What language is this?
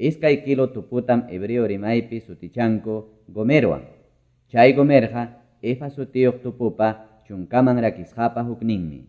Quechua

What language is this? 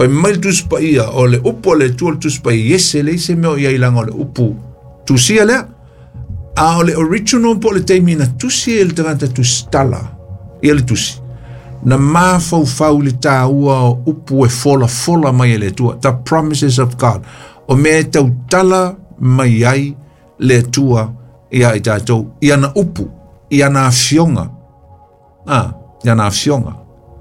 Samoan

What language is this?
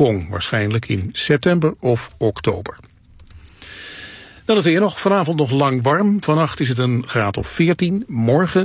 Dutch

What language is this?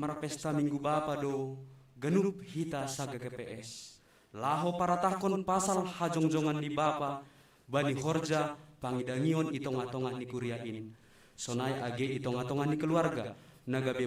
Batak Simalungun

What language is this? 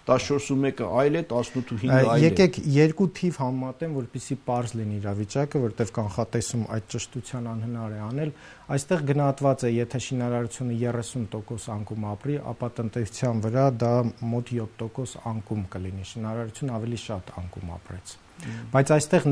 Armenian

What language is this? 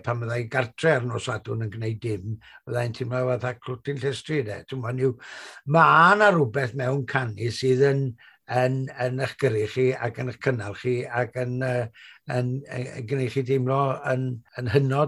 Welsh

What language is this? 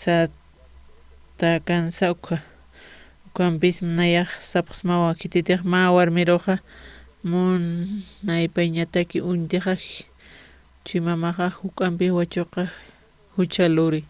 Aymara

